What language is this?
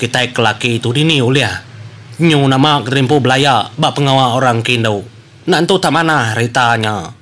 Iban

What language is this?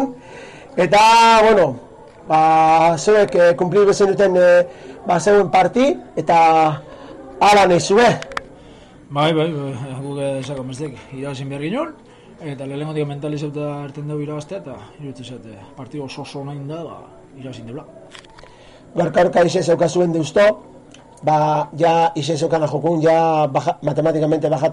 Basque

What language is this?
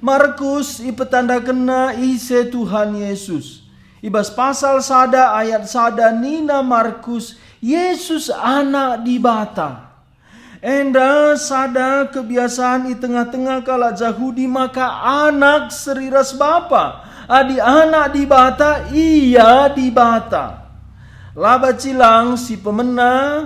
Batak Karo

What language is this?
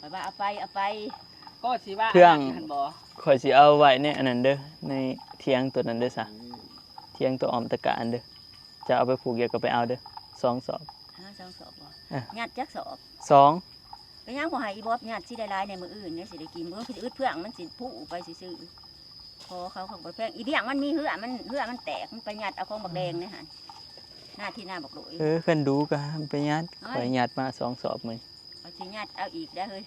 Northeastern Thai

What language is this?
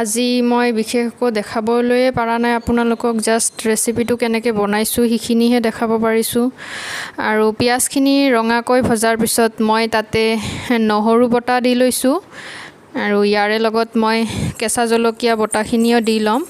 Assamese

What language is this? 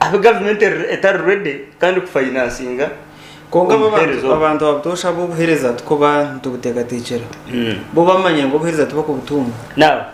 Nyankole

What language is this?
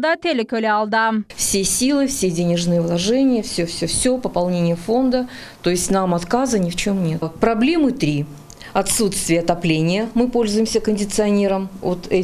Crimean Tatar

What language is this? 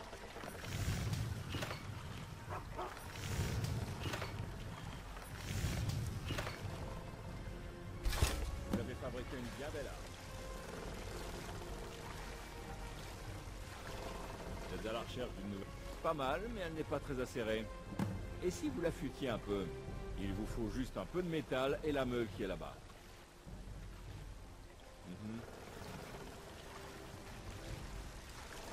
French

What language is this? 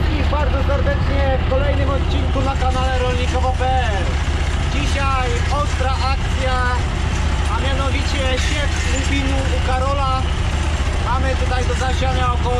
Polish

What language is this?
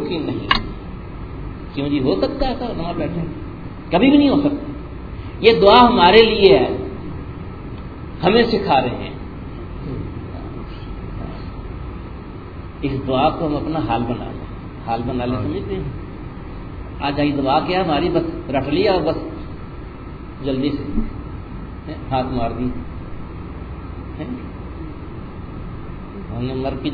Urdu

